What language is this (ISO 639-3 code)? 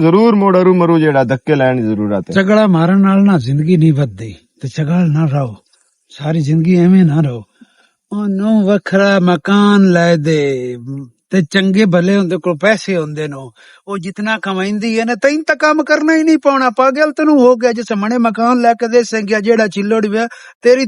lah